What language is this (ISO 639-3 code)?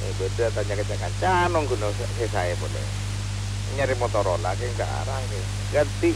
mad